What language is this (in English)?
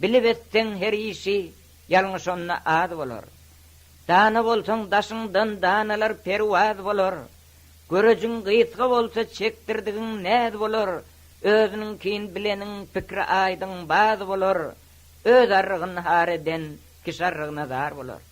Turkmen